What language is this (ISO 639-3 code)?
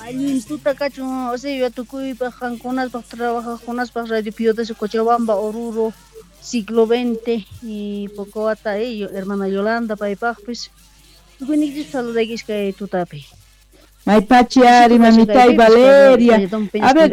quh